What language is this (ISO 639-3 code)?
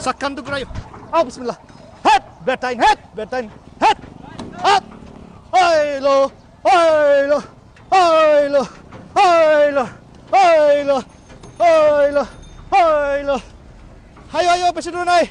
syl